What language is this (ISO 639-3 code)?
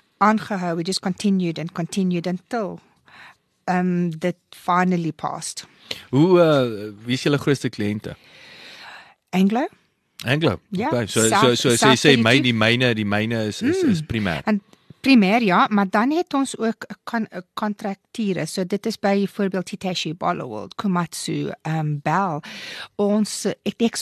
afr